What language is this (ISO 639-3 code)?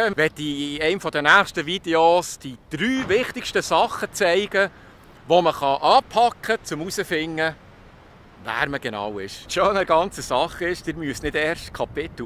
gsw